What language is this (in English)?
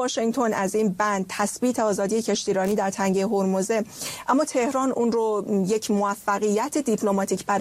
Persian